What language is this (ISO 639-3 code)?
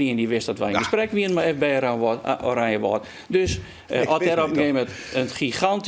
fry